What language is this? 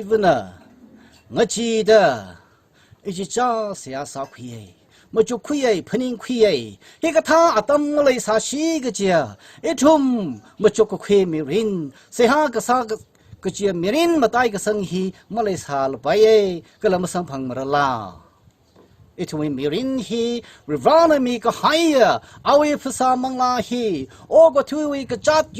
Tangkhul Naga (India)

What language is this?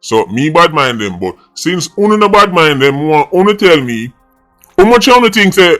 Jamaican Creole English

